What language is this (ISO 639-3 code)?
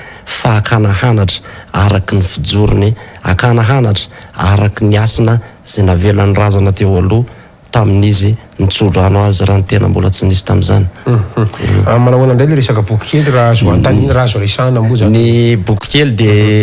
mlg